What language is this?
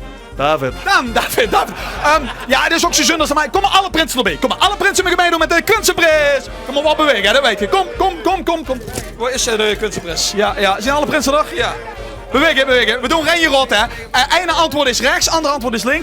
Limburgish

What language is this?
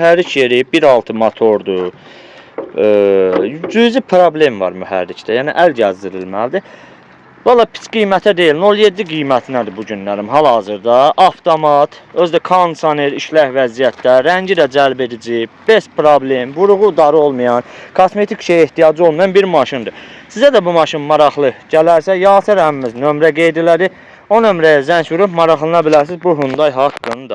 Azerbaijani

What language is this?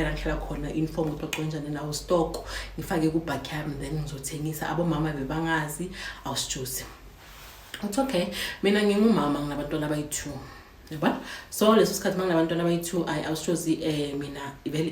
Zulu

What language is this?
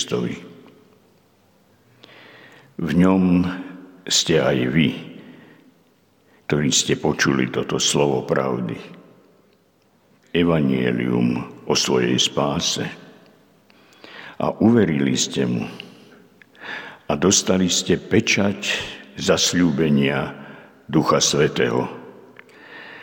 Slovak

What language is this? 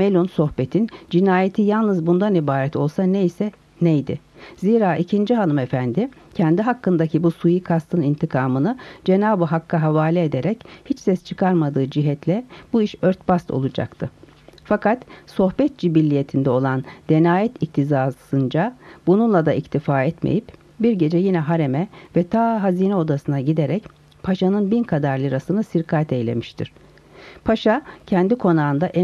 Turkish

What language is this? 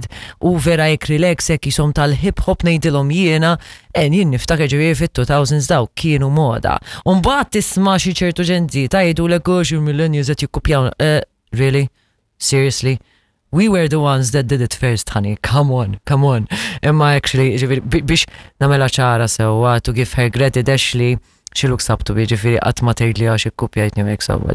Maltese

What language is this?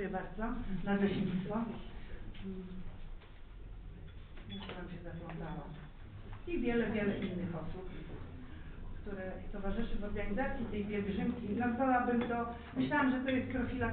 Polish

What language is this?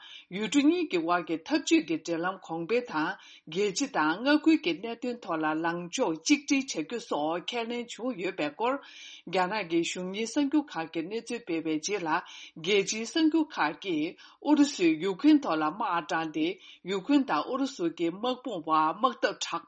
Tibetan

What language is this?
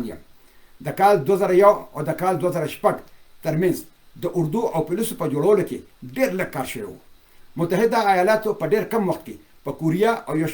Pashto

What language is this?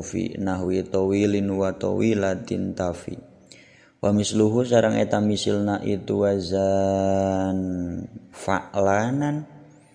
Sundanese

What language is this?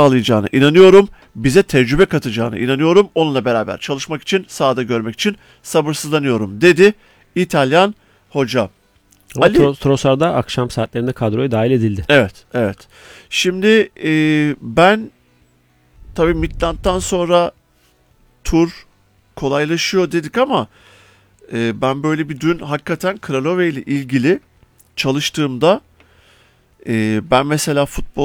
Turkish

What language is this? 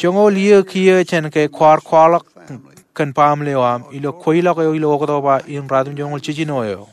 Marshallese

